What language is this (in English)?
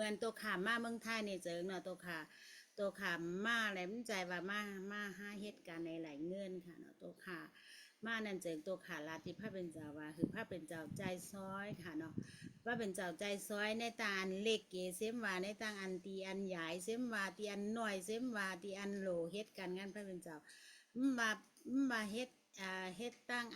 Shan